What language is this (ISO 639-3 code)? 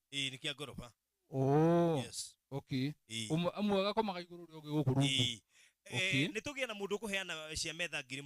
kik